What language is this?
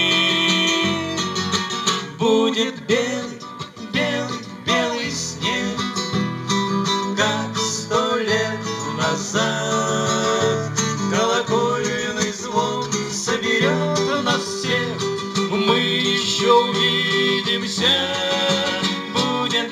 Russian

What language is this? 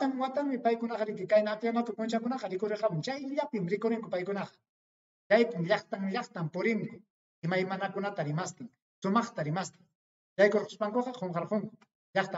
Ayacucho Quechua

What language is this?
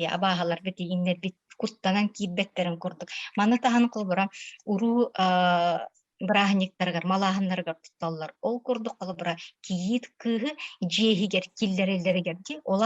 Yakut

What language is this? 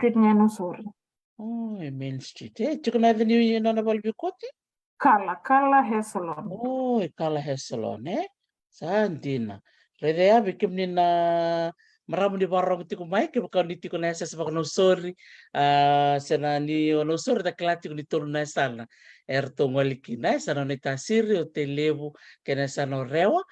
Fijian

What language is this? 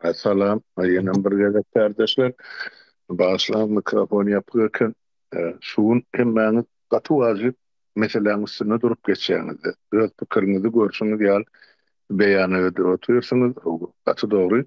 Turkmen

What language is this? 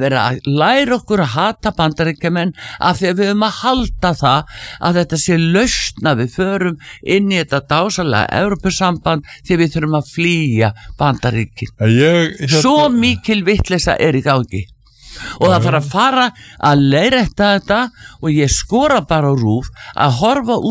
Icelandic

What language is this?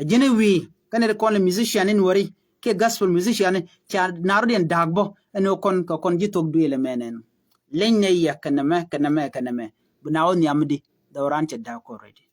Nuer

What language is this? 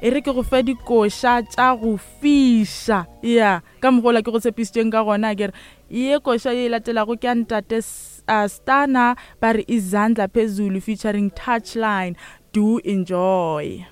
Northern Sotho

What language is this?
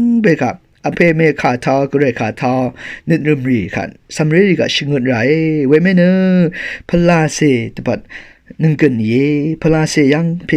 Rawang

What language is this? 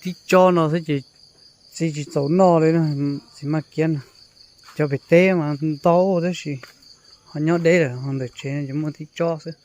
Hmong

